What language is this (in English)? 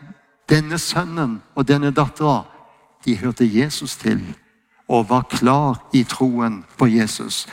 Norwegian